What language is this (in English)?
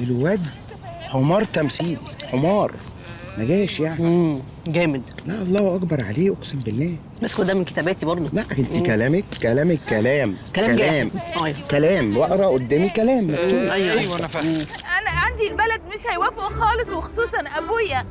Egyptian Arabic